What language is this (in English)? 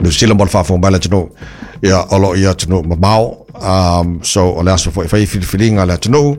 Samoan